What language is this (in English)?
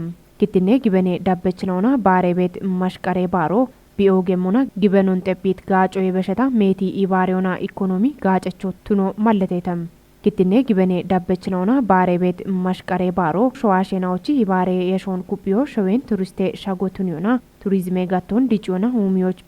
Kafa